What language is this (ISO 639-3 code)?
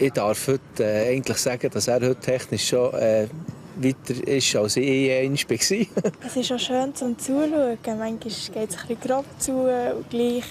gsw